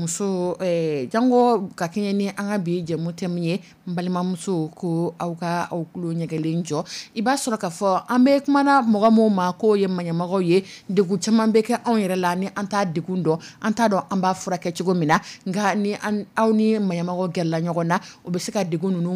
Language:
Dyula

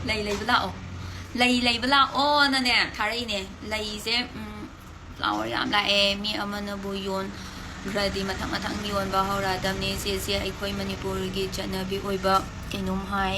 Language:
Manipuri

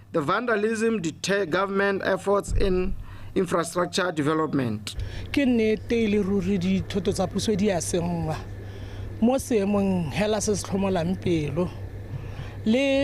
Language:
Tswana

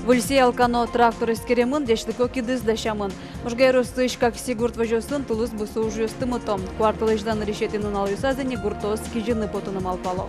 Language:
Udmurt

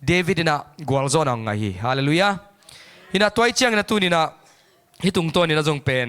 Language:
Tedim Chin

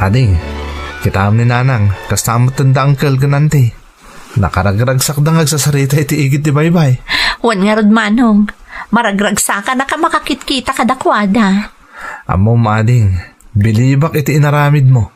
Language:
Iloko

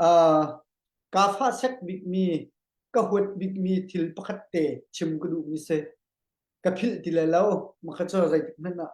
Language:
Hakha Chin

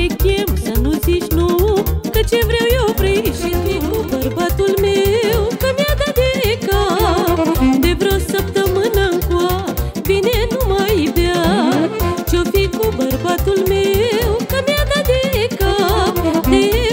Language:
Romanian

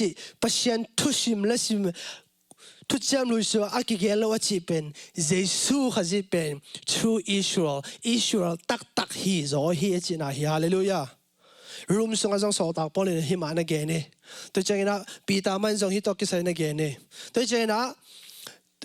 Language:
Tedim Chin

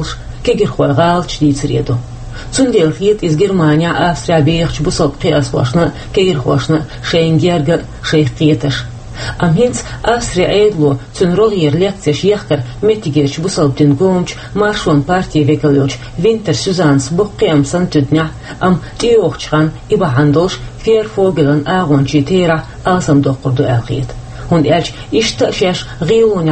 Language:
Chechen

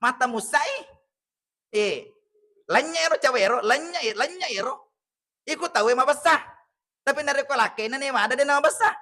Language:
Buginese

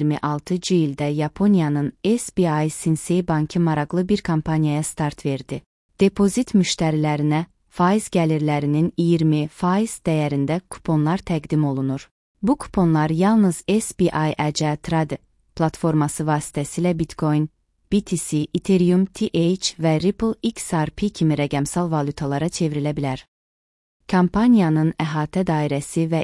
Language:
Azerbaijani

